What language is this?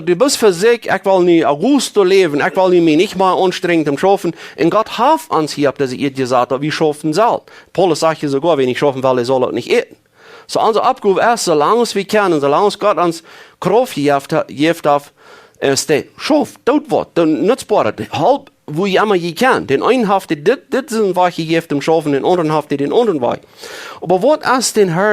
Plautdietsch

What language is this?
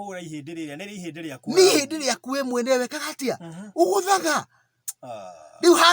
Kikuyu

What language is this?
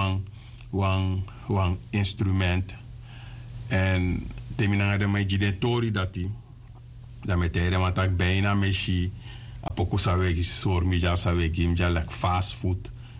Sranan Tongo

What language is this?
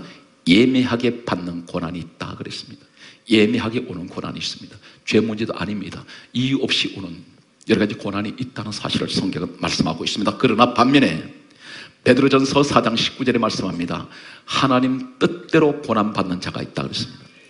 Korean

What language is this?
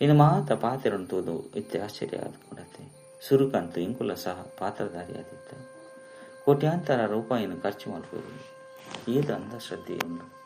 Tulu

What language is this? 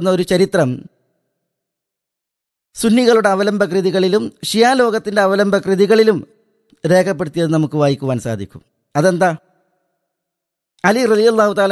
Malayalam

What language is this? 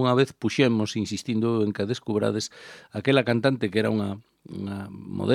Galician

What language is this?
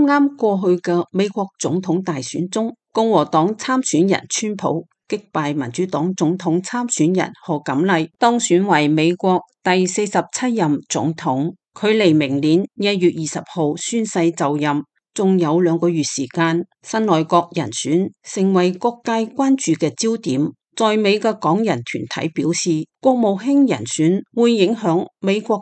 Cantonese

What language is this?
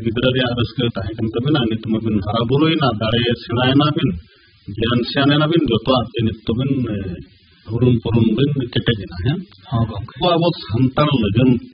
Santali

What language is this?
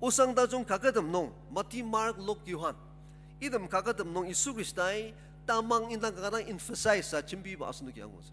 Ao Naga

